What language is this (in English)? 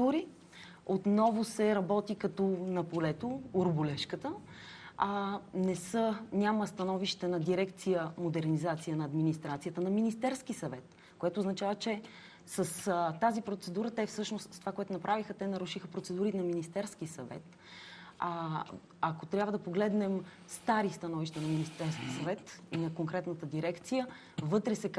Bulgarian